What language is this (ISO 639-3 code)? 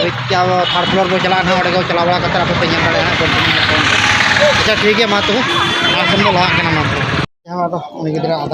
sat